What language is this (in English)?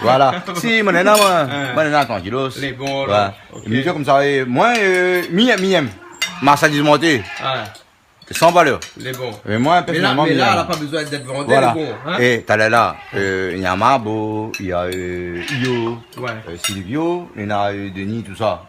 Réunion Creole French